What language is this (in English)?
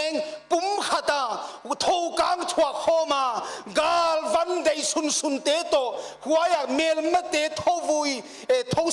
Paite Chin